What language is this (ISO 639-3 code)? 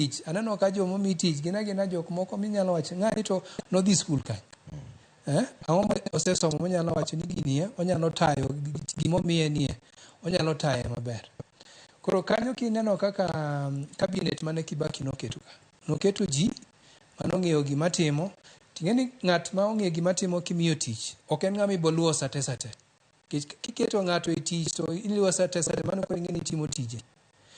luo